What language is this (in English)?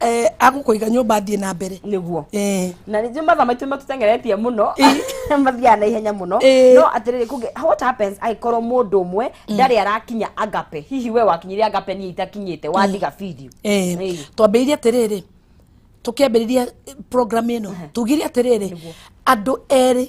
Kikuyu